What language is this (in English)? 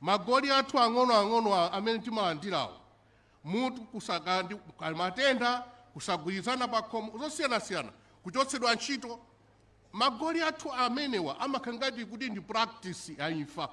Nyanja